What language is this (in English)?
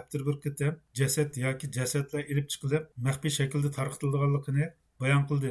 Uyghur